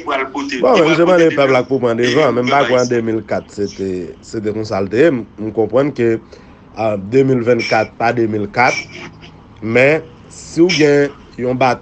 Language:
Haitian Creole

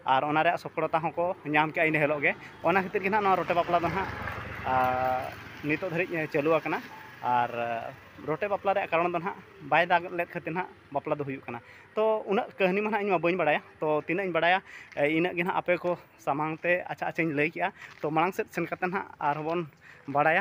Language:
Santali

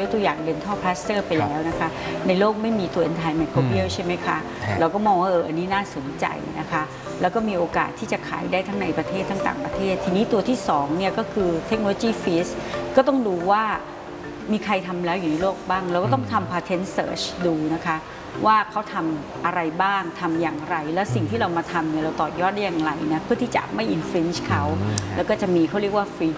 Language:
Thai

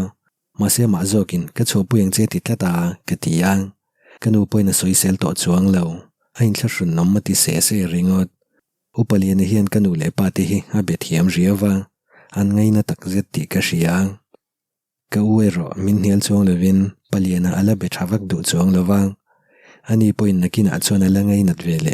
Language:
Mizo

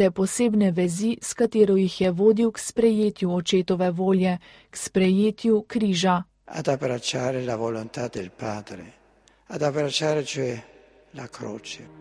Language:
Slovenian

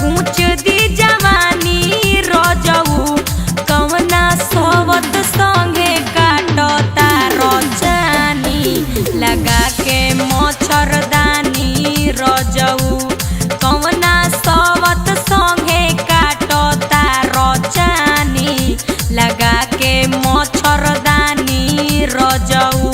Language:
Magahi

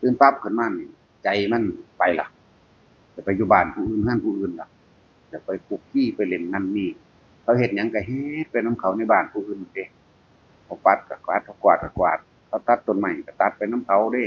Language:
Northeastern Thai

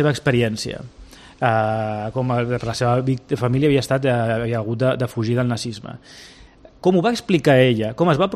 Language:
Catalan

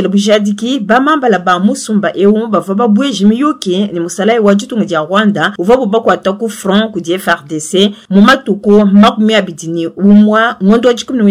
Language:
Luba-Lulua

